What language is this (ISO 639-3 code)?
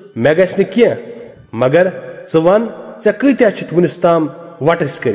kas